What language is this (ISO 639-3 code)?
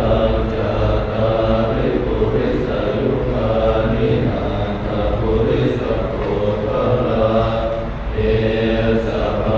pli